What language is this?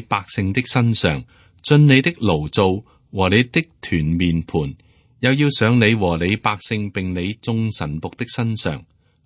Cantonese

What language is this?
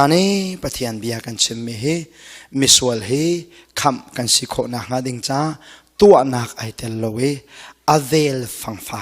Hakha Chin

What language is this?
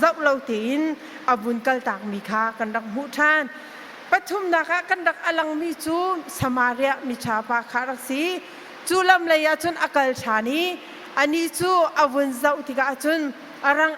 Hakha Chin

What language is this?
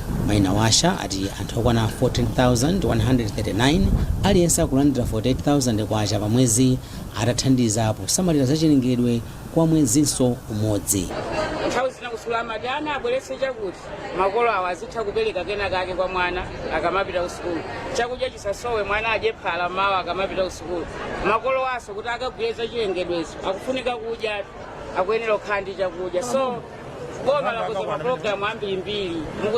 Nyanja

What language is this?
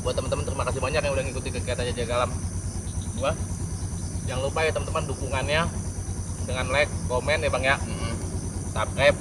Betawi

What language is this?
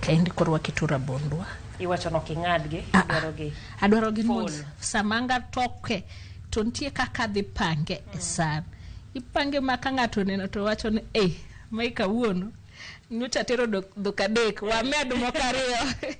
Luo (Kenya and Tanzania)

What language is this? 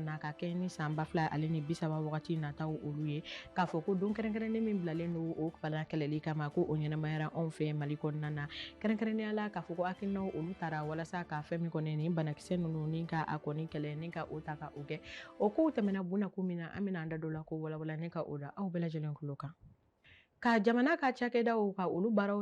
Bambara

